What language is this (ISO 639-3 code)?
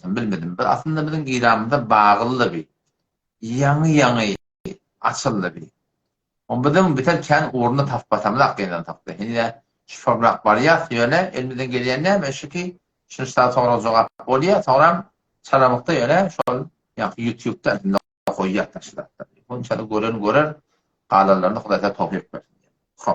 tuk